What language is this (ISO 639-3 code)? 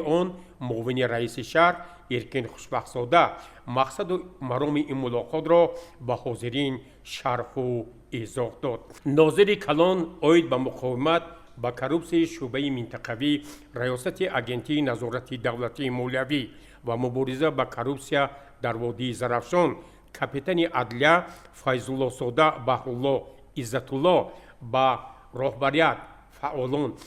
tgk